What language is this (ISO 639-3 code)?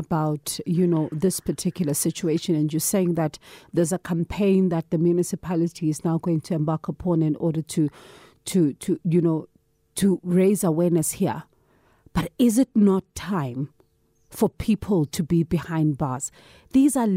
eng